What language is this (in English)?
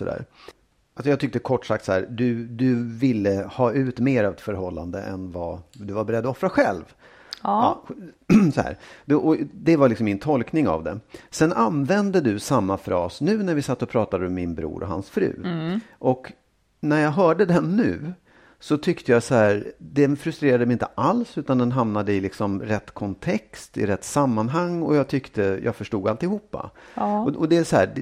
Swedish